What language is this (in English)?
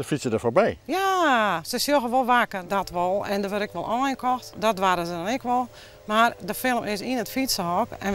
Western Frisian